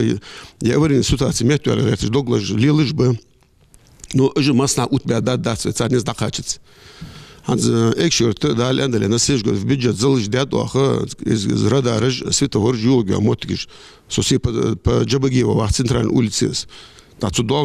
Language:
Ingush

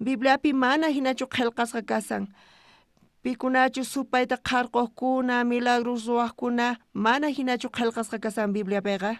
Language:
South Bolivian Quechua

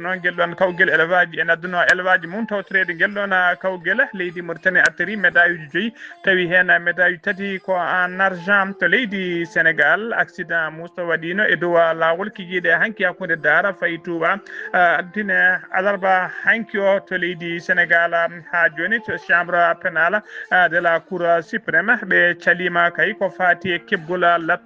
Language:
Fula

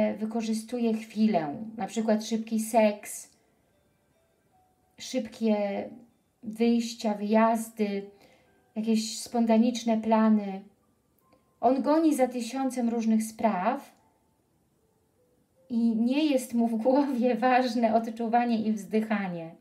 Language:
Polish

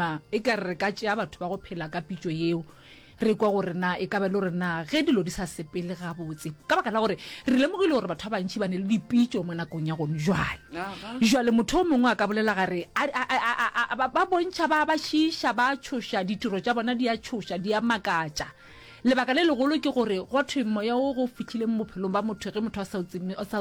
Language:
Northern Sotho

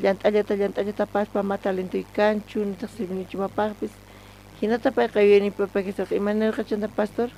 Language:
South Bolivian Quechua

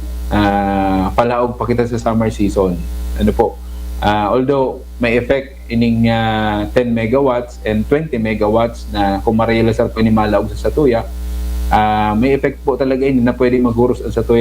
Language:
Bikol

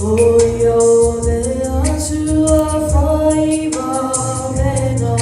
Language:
Samoan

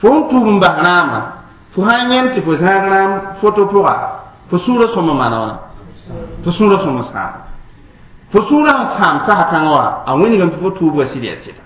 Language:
Mossi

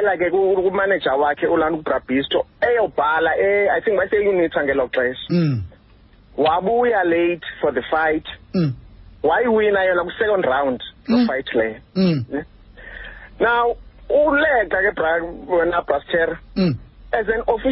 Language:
Xhosa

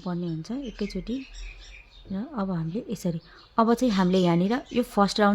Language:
Nepali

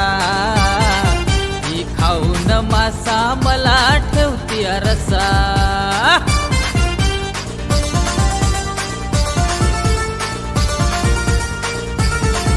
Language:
Marathi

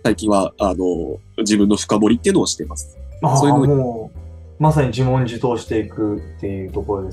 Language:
Japanese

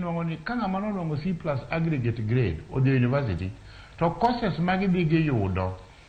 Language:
Luo (Kenya and Tanzania)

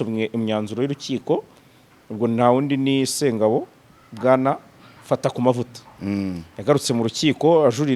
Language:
Kinyarwanda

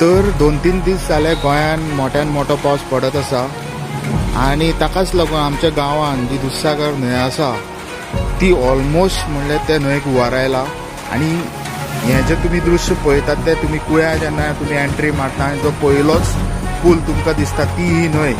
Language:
Konkani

